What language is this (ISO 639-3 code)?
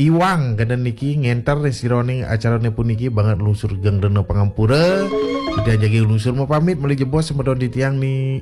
ban